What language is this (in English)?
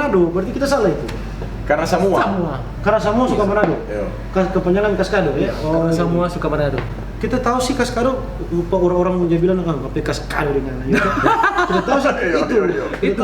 Manado Malay